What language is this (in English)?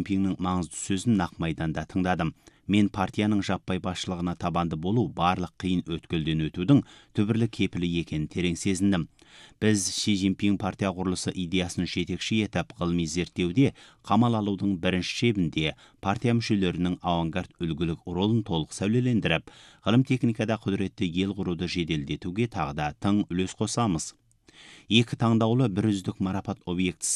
Kazakh